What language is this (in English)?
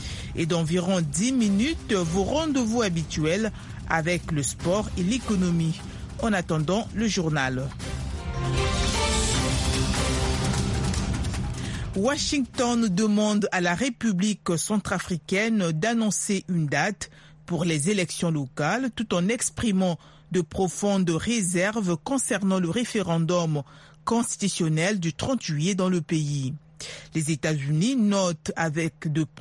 French